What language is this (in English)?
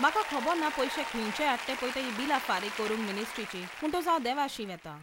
Konkani